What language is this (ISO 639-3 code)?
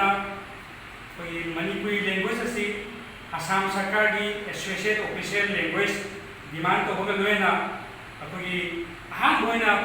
mni